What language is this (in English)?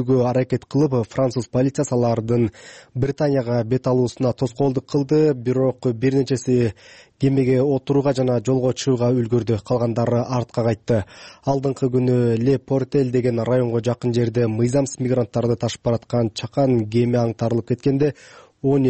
Kyrgyz